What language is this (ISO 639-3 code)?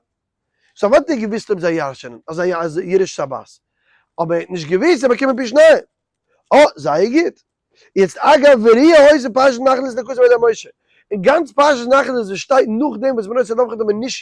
yid